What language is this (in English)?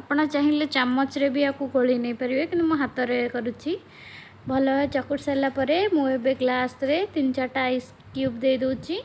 Odia